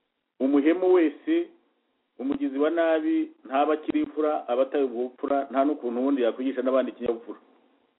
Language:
Kinyarwanda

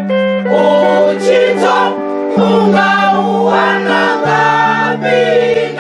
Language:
Venda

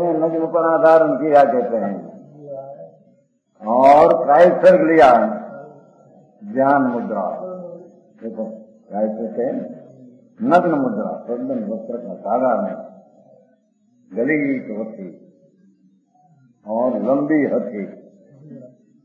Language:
Hindi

